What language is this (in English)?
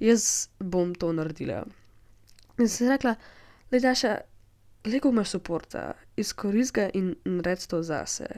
Slovenian